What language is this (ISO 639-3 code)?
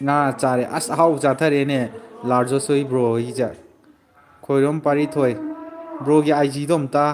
mni